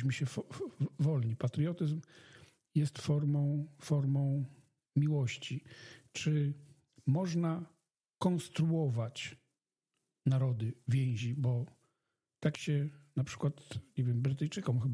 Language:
Polish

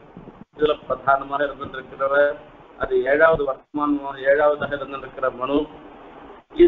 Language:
Tamil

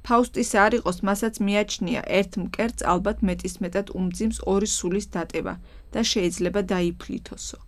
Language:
Georgian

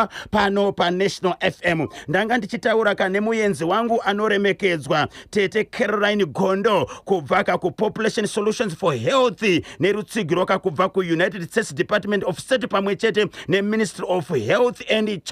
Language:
Shona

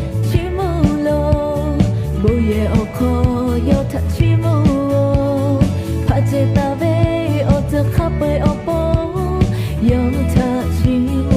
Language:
Lahu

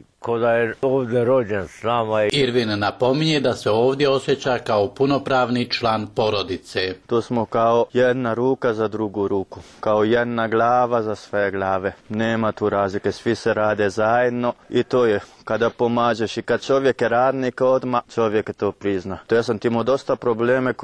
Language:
Bosnian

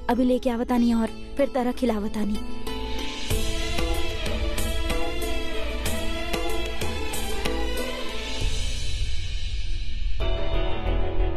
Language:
Bhojpuri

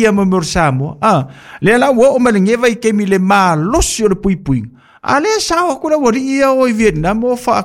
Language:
Samoan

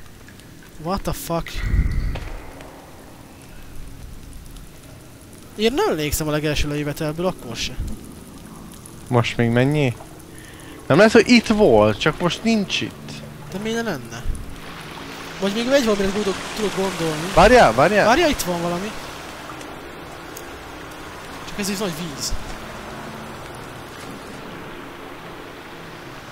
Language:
Hungarian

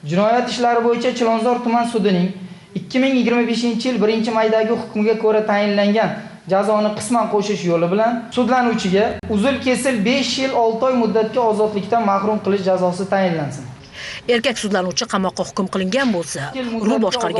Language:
Uzbek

